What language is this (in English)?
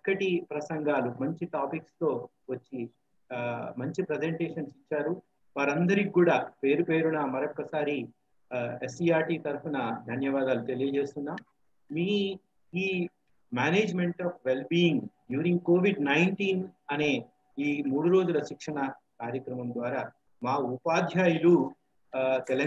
Telugu